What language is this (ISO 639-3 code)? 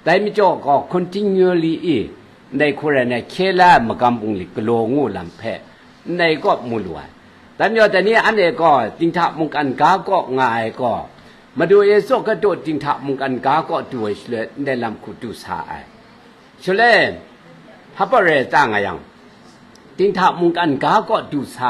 kac